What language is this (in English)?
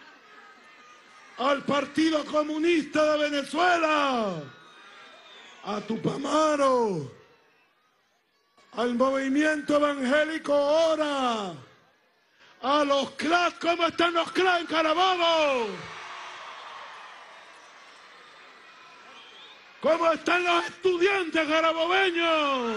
Spanish